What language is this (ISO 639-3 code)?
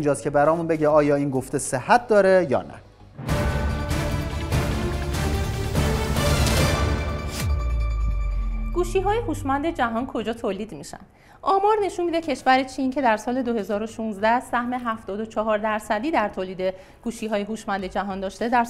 fas